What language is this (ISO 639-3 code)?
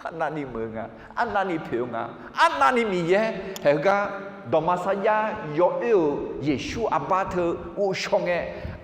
ahk